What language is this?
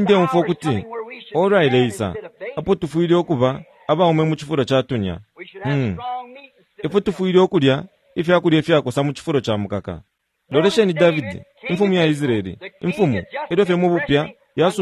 Bemba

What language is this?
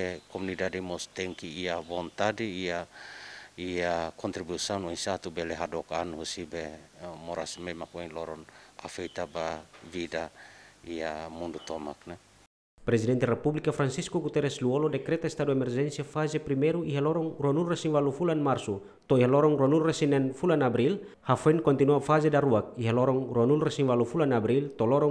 Tetum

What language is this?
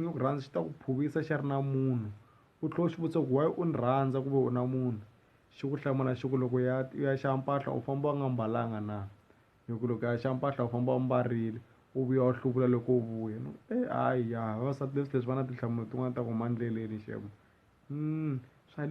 Tsonga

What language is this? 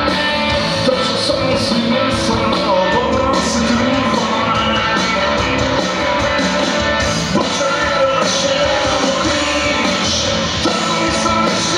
Slovak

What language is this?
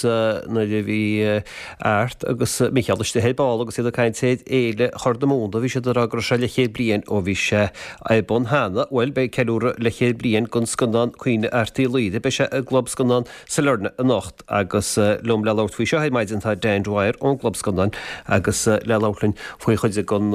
Irish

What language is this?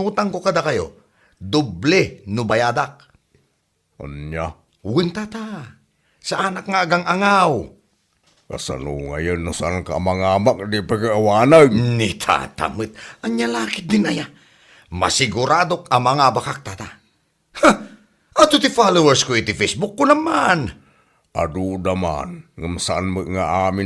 Iloko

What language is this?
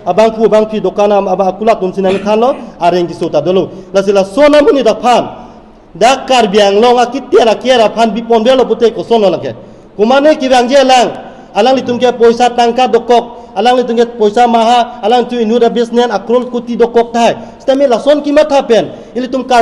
Karbi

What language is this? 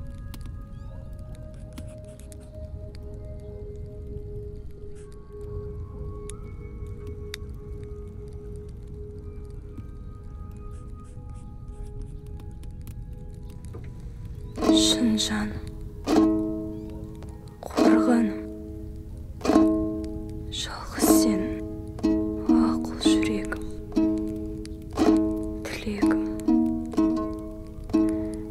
Kazakh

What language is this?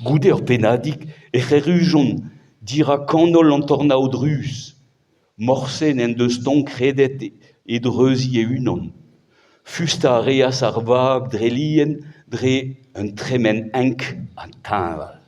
Breton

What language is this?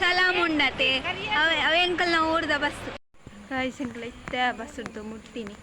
Tulu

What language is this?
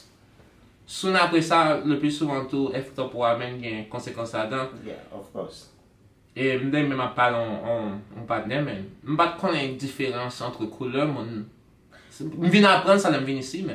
Haitian Creole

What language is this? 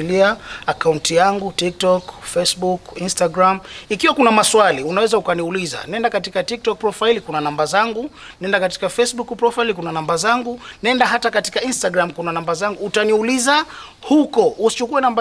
Swahili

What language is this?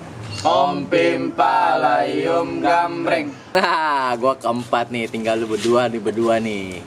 Betawi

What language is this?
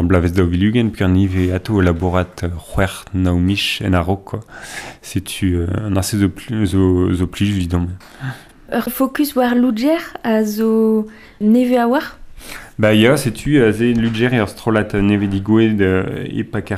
Breton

